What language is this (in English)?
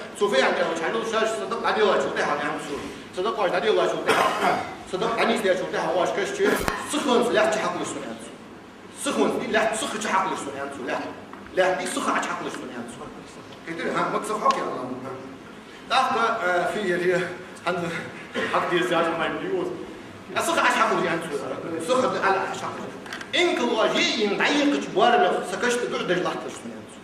Ingush